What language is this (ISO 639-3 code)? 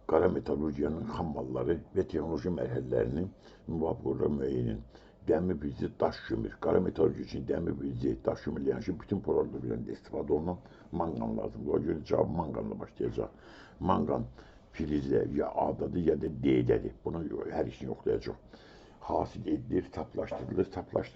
aze